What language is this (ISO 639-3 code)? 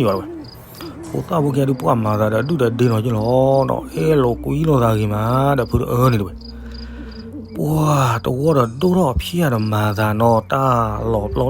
ksw